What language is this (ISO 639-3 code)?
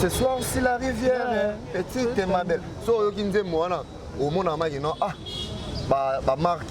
lin